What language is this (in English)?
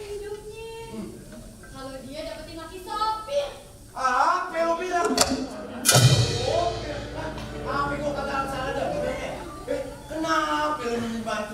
Betawi